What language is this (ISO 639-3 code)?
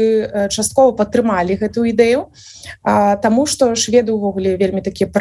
bel